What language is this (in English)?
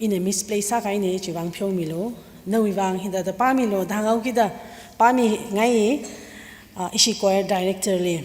Tangkhul Naga (India)